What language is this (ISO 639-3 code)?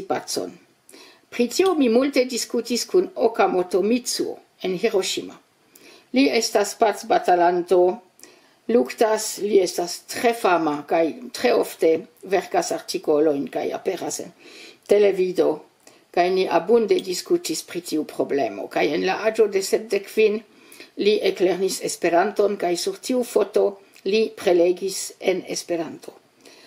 epo